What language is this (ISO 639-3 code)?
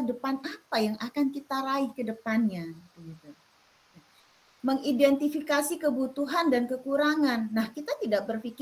ind